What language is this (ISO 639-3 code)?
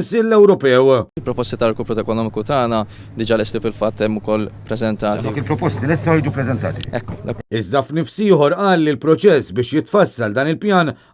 mlt